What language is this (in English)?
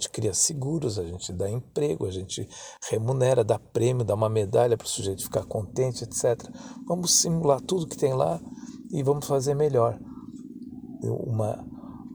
Portuguese